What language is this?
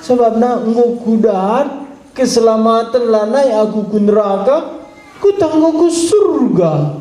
Batak Karo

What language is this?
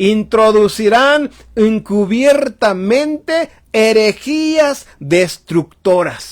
Tzotzil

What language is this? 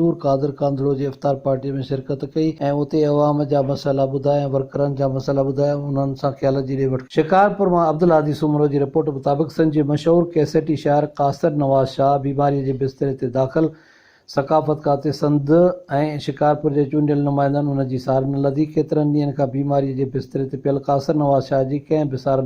Sindhi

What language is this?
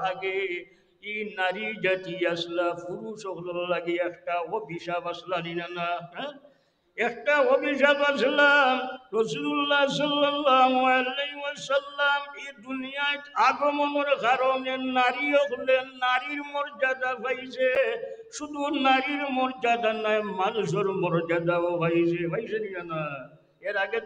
Sylheti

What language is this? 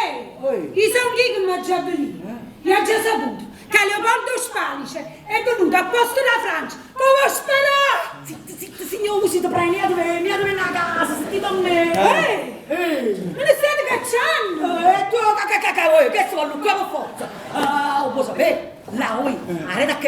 Neapolitan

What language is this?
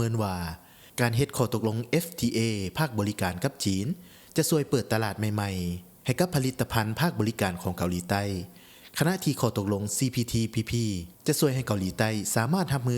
Lao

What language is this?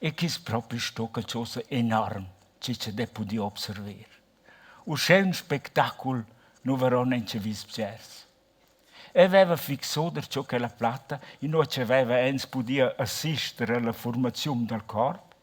Romansh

